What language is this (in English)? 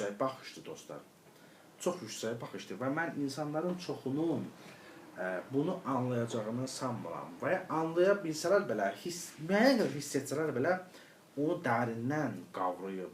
Azerbaijani